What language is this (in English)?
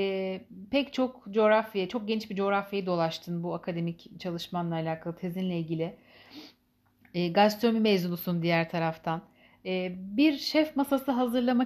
Turkish